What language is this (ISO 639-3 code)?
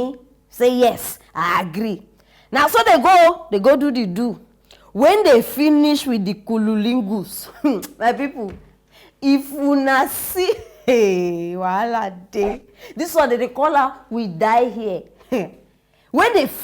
pcm